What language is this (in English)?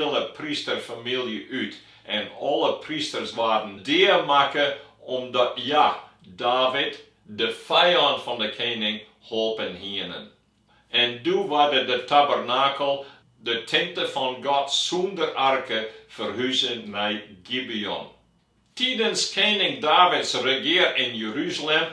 Western Frisian